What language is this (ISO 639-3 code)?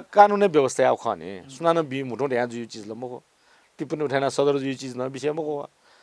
new